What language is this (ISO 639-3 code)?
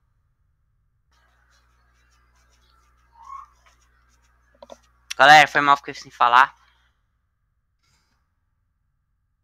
por